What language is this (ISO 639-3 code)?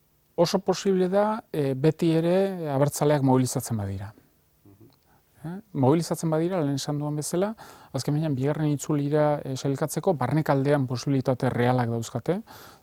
eus